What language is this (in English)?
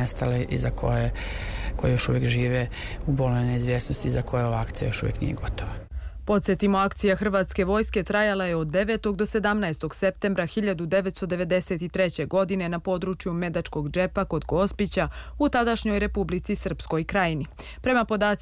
Serbian